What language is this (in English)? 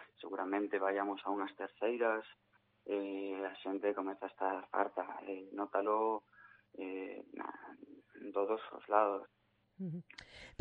Galician